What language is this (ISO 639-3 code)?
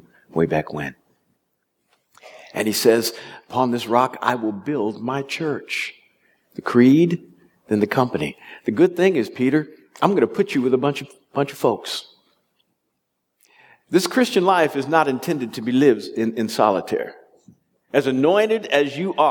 eng